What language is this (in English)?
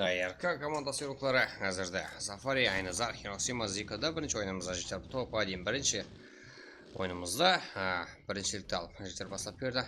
Kara-Kalpak